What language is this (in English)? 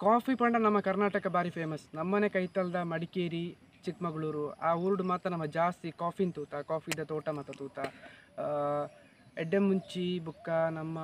Tulu